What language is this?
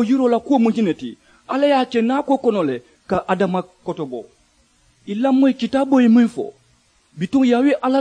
Mandingo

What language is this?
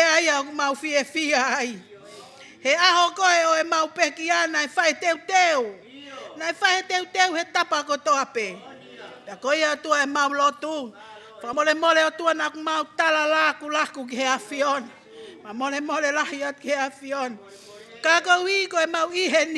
Tongan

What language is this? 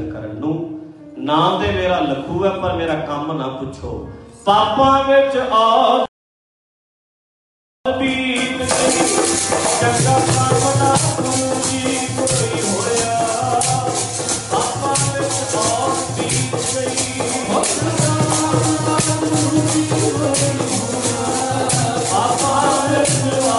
Punjabi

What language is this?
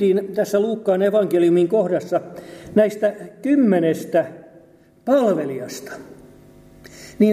Finnish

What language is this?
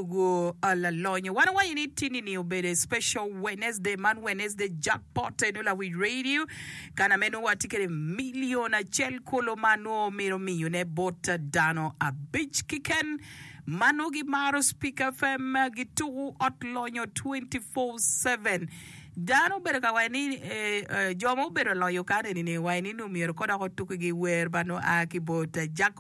Acoli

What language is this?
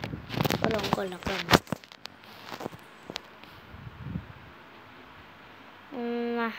Thai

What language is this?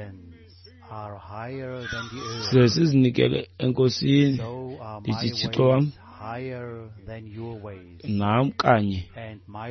Xhosa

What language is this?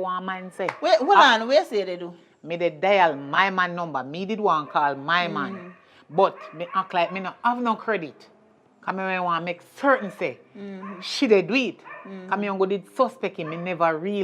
Jamaican Creole English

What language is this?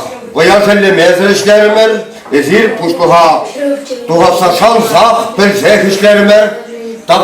Chuvash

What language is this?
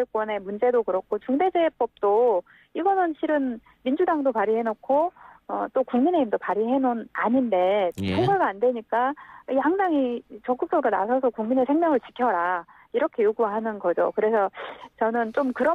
Korean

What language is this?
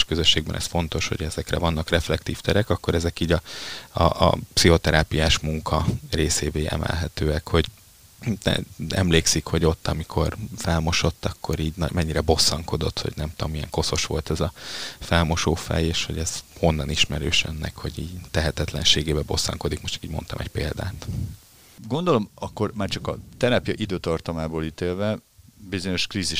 Hungarian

